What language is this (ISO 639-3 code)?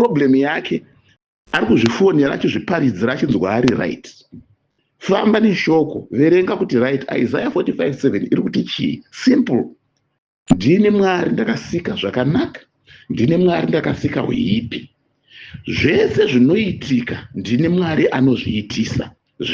sna